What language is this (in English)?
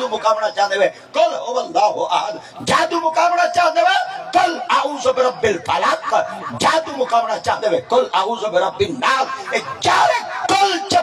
Saraiki